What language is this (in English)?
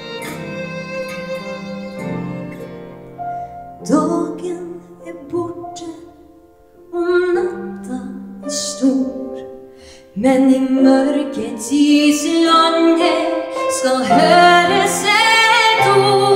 Swedish